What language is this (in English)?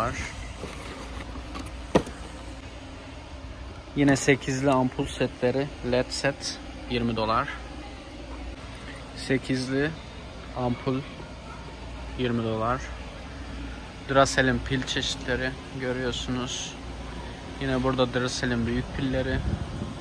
Turkish